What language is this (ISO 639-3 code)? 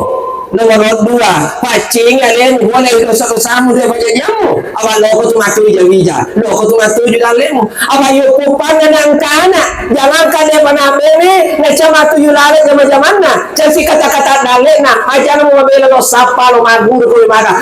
bug